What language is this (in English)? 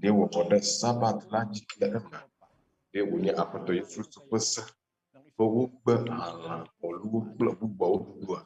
Ewe